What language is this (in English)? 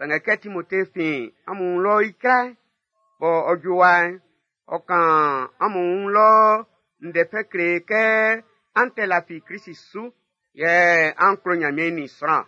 Baoulé